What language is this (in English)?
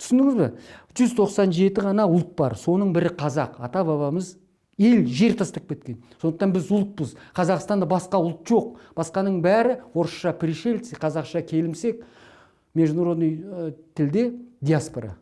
Kazakh